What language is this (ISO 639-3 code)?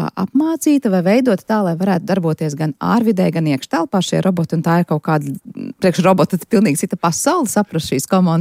lav